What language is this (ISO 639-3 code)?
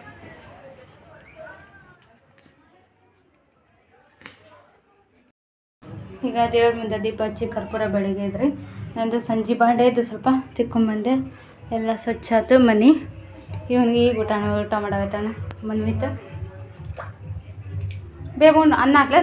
kan